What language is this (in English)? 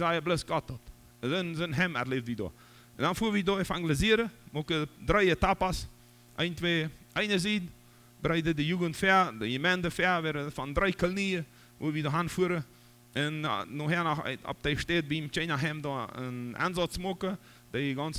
Plautdietsch